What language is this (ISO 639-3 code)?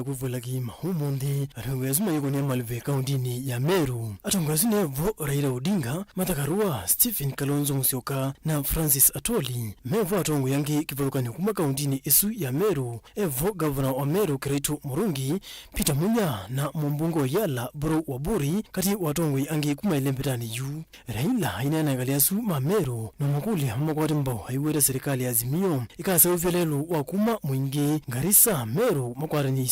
kam